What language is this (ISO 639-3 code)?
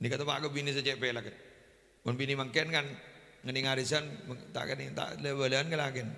mad